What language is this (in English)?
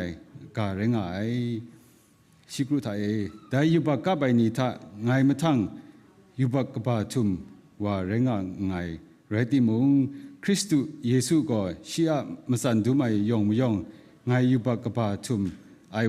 Kachin